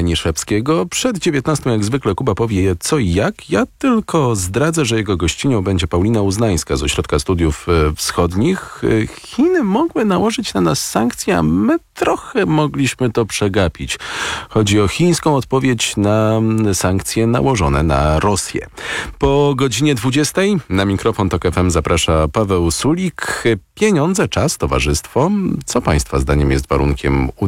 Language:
Polish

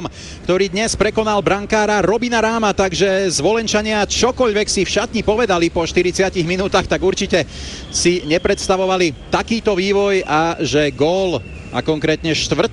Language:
Slovak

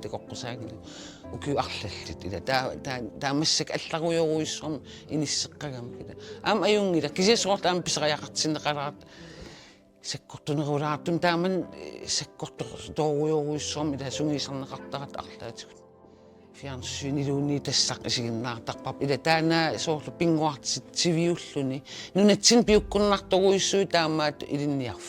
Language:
Kalaallisut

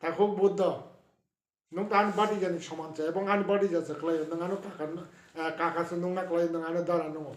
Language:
Kok Borok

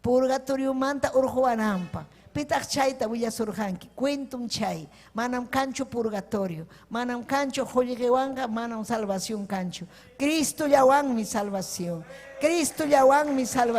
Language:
Ayacucho Quechua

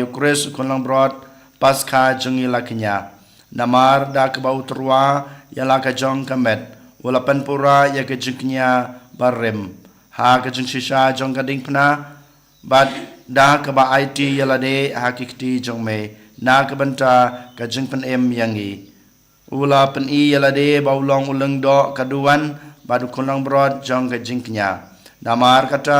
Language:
Khasi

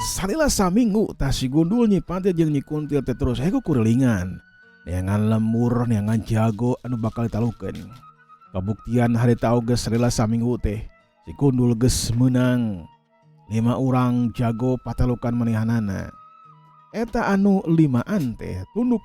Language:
Sundanese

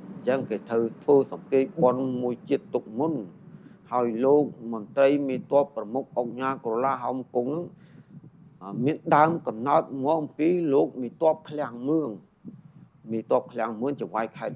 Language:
Khmer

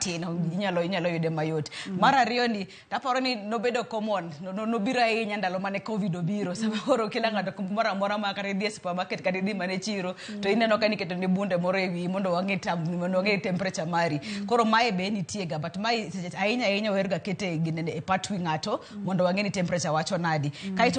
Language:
Luo (Kenya and Tanzania)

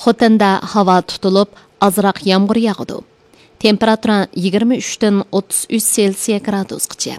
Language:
Uyghur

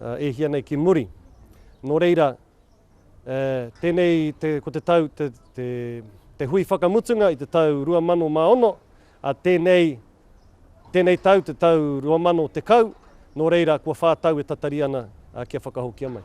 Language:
Māori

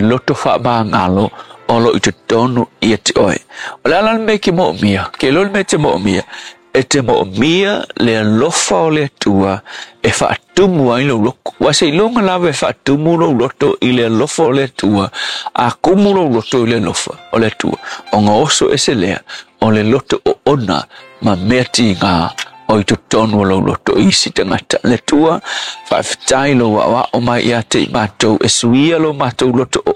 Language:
Samoan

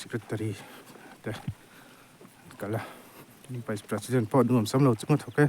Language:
Mizo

